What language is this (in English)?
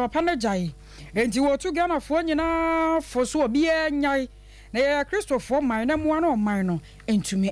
Akan